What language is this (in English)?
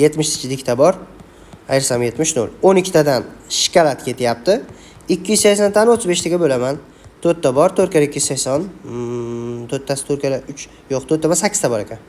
Uzbek